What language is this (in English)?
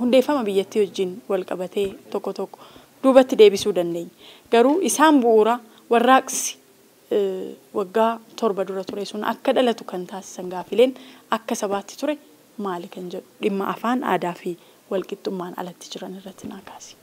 Oromo